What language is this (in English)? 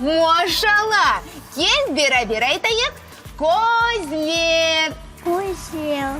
Crimean Tatar